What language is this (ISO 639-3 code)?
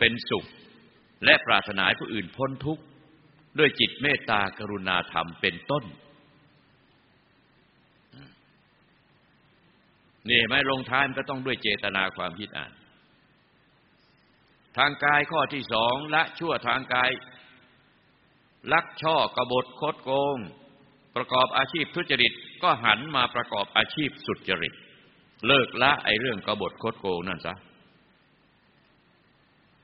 tha